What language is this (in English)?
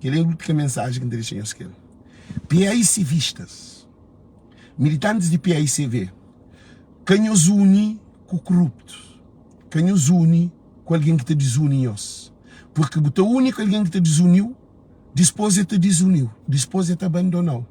Kabuverdianu